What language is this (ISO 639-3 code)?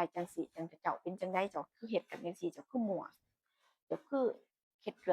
tts